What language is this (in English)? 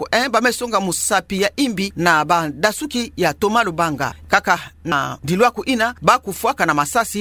Kituba (Democratic Republic of Congo)